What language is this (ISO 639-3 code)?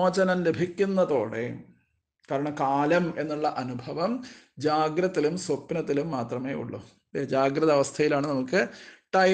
mal